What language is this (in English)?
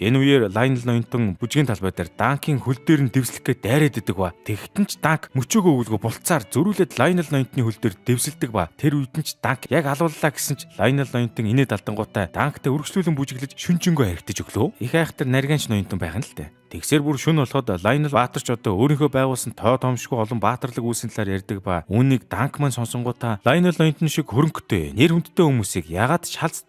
Mongolian